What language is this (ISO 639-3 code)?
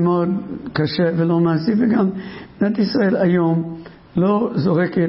heb